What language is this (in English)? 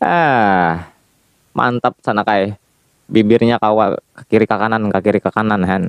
Banjar